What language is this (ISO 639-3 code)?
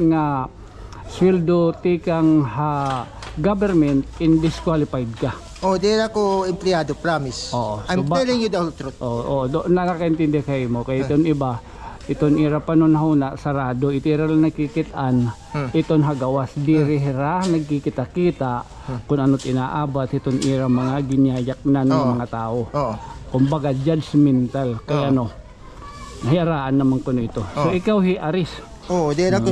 war